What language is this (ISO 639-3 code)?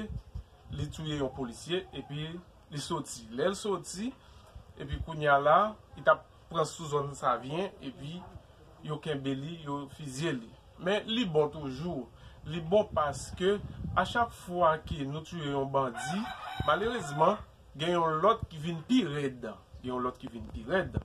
hat